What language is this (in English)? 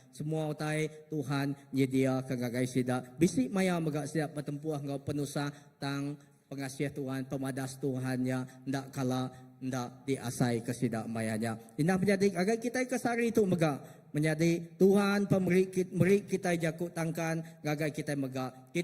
Iban